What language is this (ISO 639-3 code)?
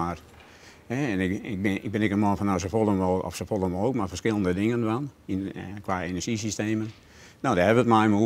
fry